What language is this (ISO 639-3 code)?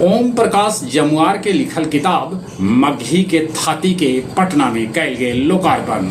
mag